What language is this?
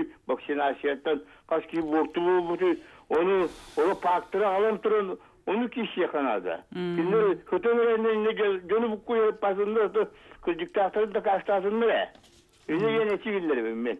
Yakut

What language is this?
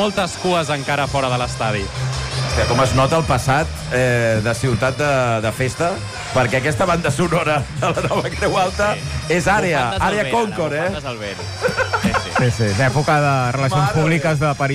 Catalan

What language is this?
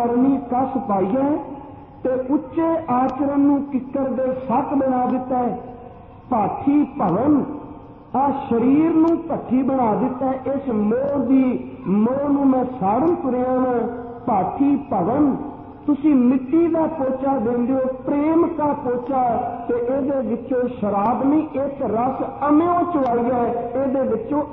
Punjabi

